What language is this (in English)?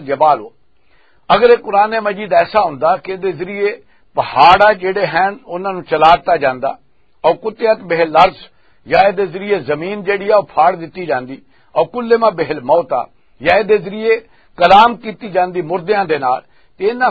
Western Panjabi